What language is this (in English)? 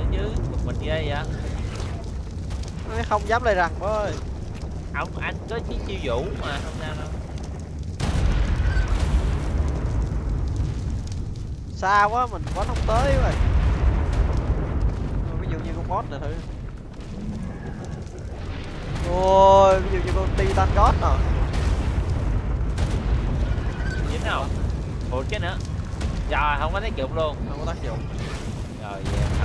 Vietnamese